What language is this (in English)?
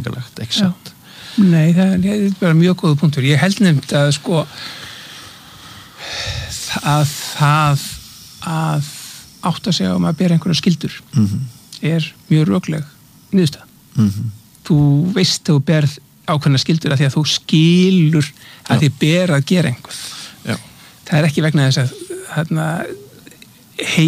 Icelandic